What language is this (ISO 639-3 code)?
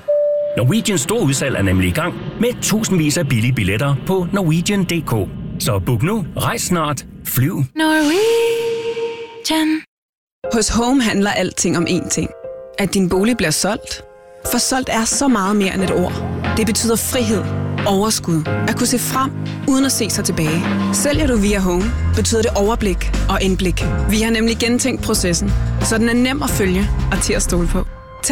dan